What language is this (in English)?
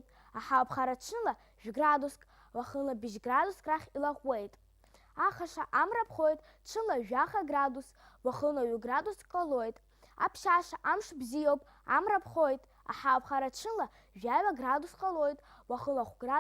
Abkhazian